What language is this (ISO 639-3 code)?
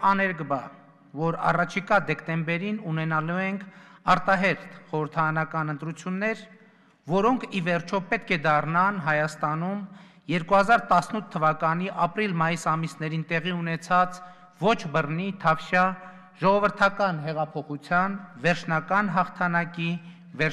hye